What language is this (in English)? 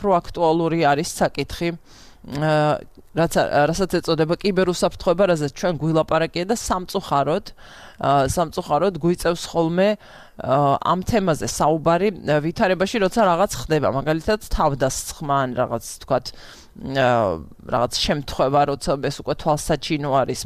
Georgian